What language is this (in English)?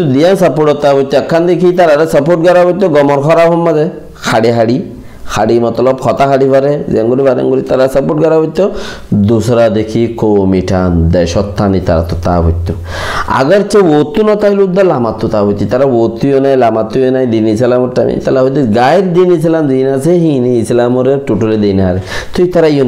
Rohingya